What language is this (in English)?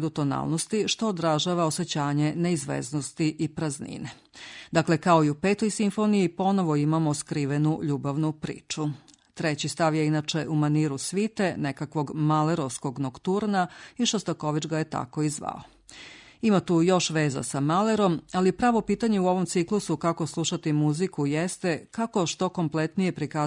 Serbian